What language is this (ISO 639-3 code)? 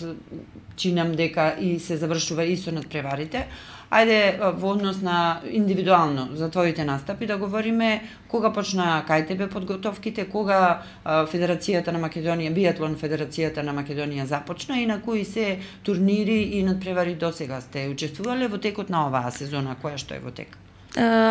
mkd